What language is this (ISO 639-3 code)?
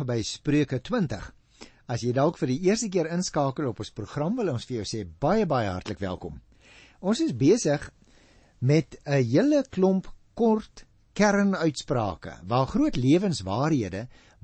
afr